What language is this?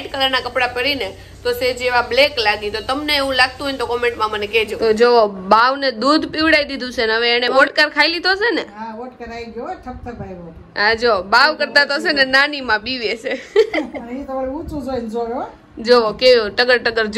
Gujarati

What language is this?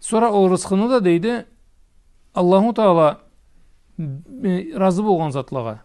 Karachay-Balkar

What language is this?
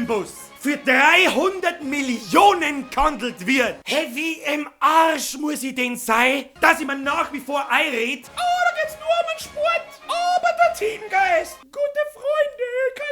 Bavarian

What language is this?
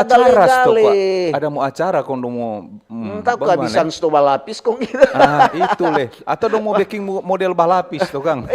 Manado Malay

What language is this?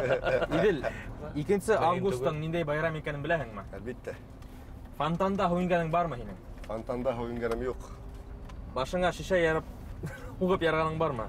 Bashkir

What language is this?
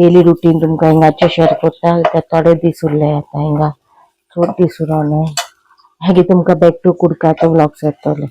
Konkani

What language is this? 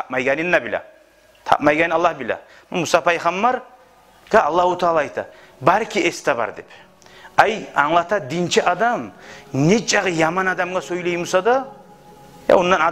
Kumyk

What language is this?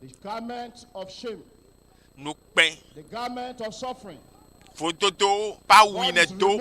Ewe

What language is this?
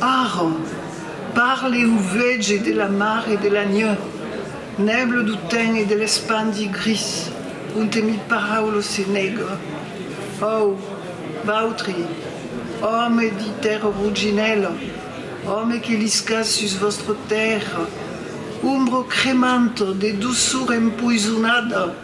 Occitan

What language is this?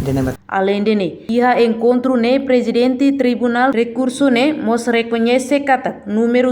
Tetum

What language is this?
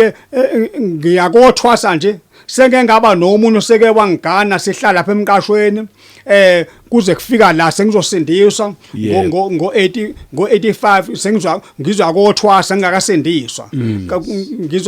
Zulu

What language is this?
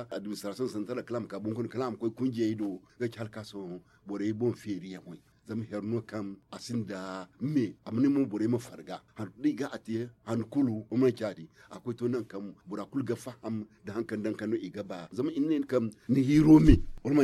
Zarma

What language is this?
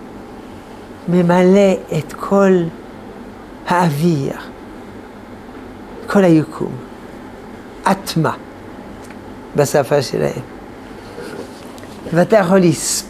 Hebrew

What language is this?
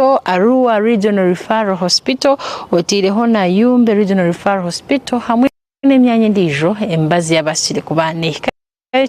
Nyankole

